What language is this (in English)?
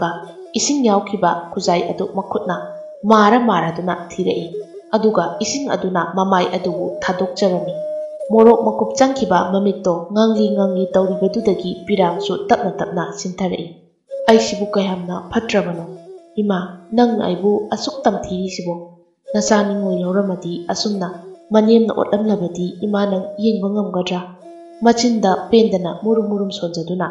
Manipuri